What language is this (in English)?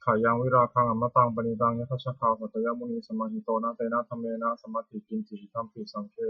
Pali